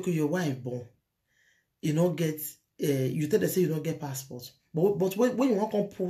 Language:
Nigerian Pidgin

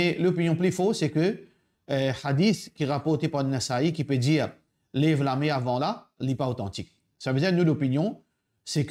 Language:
Morisyen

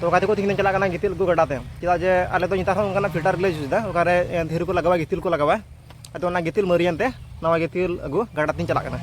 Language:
Santali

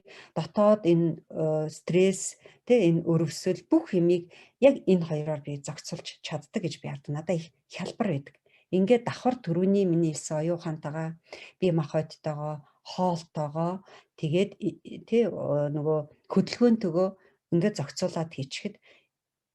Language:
Mongolian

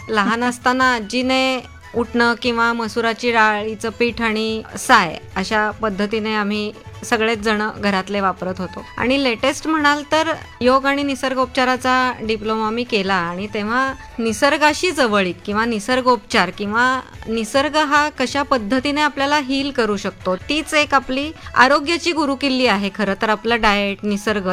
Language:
Marathi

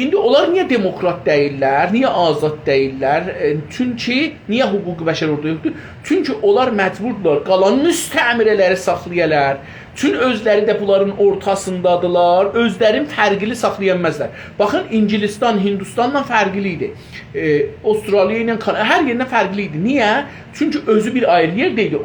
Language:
South Azerbaijani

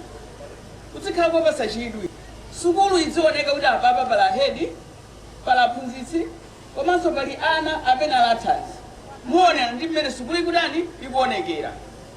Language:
Nyanja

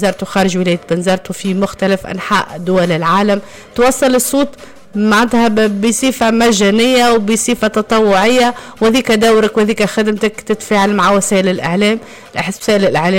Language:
Tunisian Arabic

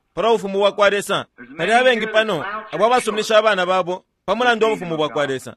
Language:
Bemba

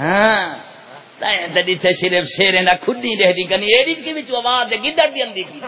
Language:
Saraiki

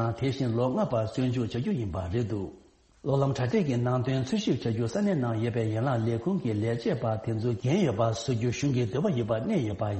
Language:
Tibetan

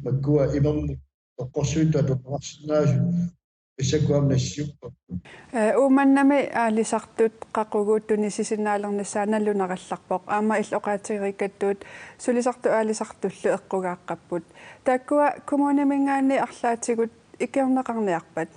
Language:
Kalaallisut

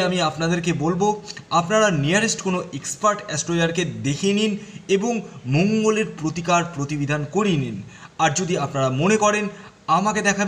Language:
Bangla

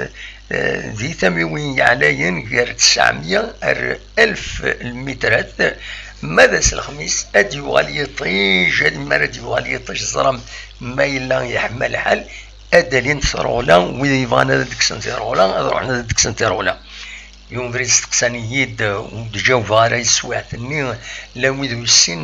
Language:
Kabyle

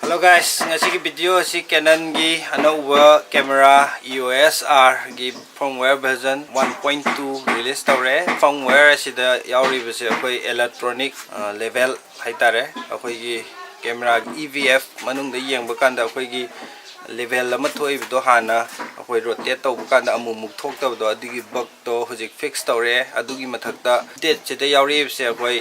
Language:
Manipuri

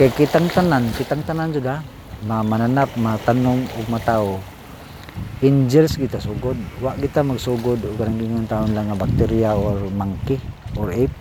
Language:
Cebuano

